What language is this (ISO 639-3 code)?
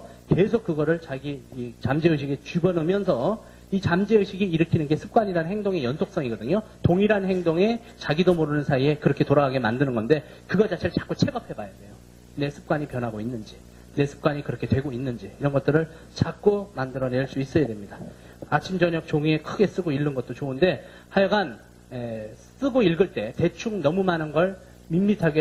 kor